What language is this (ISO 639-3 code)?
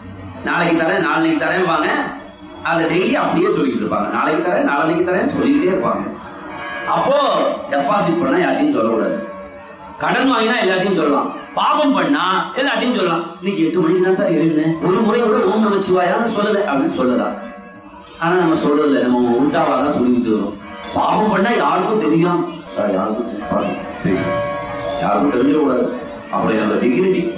tam